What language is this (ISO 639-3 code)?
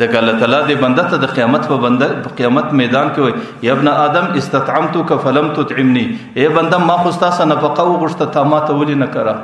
pus